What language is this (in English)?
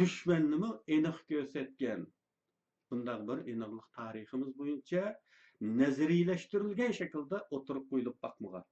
Uyghur